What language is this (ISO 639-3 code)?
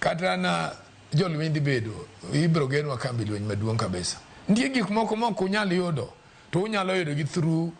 luo